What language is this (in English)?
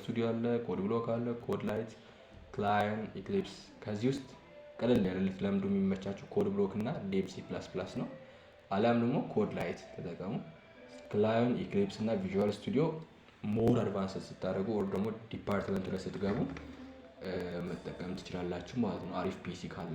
Amharic